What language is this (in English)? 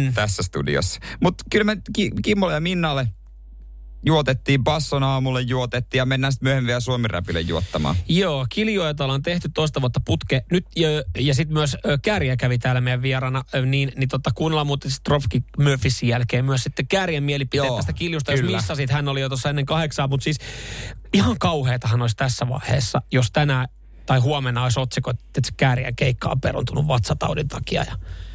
Finnish